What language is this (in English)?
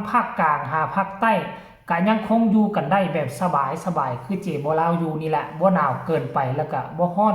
Northeastern Thai